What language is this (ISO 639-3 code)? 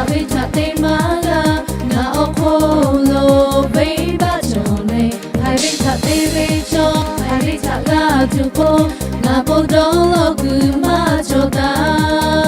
lhu